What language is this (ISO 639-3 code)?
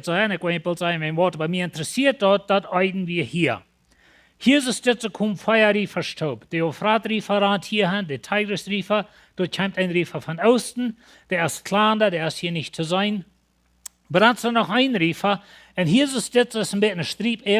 pdt